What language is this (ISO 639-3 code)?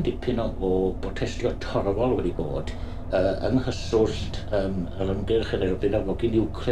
cym